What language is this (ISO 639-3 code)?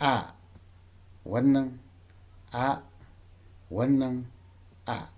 hau